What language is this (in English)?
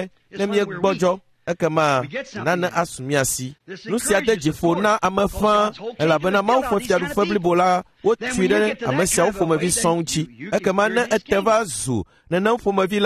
Ewe